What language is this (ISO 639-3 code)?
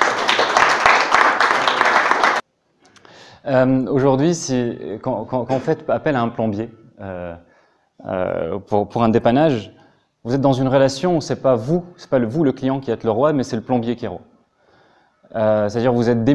fra